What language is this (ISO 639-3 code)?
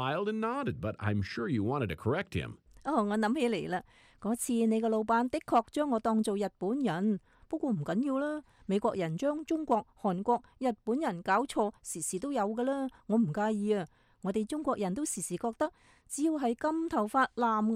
yue